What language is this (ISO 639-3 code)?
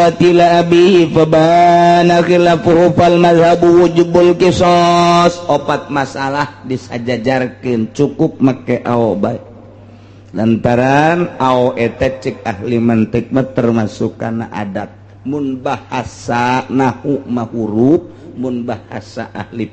sun